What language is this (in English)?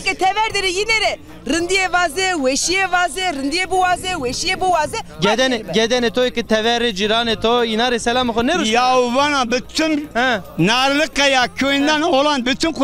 Zaza